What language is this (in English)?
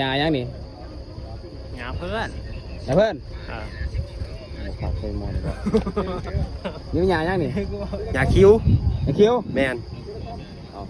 Lao